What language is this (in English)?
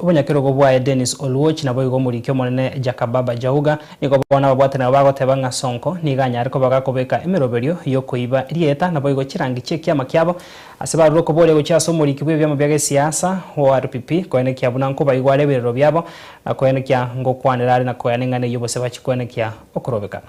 Gusii